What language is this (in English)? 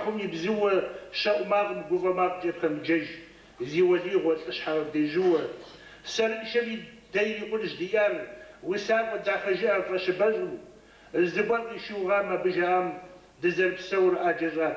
Kabardian